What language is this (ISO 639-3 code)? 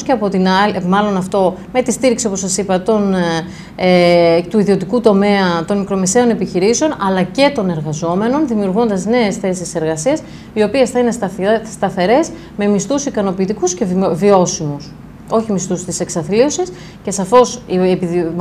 ell